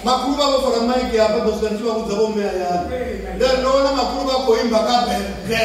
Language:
Venda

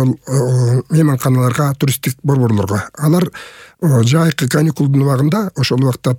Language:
Kyrgyz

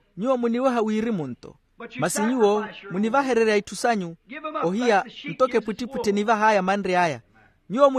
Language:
Makhuwa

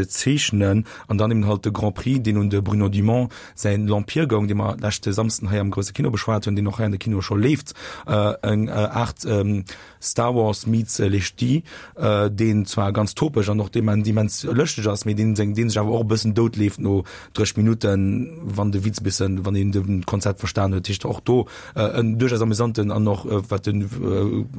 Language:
Luxembourgish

